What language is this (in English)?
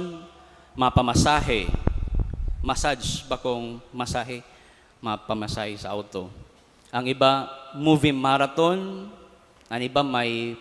Bikol